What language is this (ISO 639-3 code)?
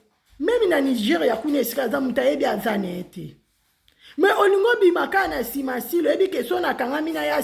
lin